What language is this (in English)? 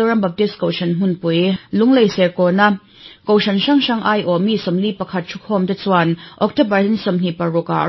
Mizo